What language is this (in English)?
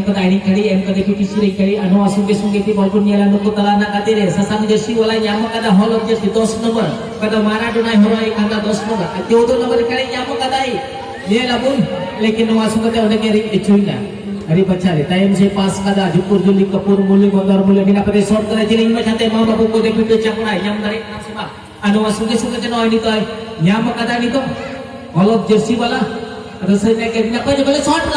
Santali